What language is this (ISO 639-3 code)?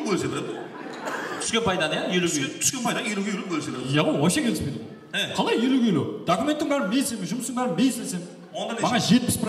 kaa